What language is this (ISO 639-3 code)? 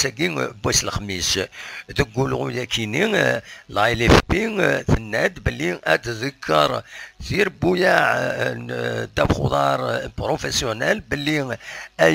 kab